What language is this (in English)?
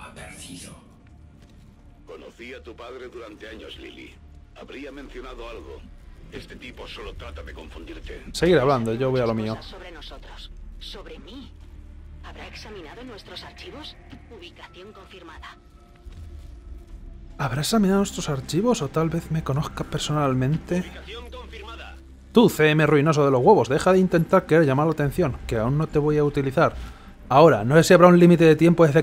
Spanish